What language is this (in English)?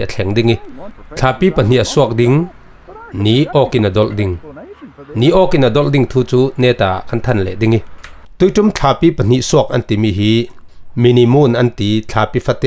Falam Chin